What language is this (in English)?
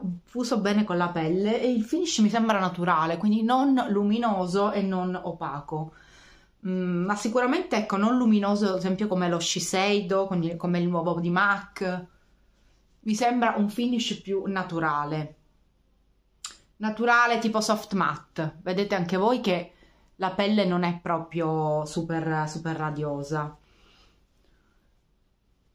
Italian